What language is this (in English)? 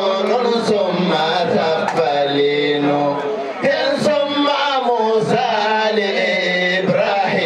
Fula